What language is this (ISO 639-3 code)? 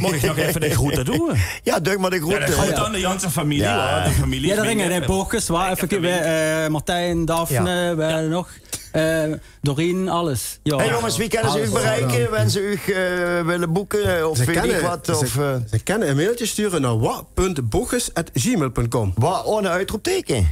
lim